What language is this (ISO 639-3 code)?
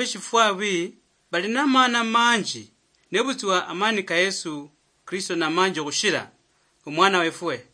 luy